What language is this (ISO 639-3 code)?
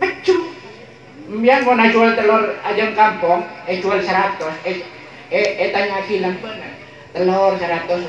mad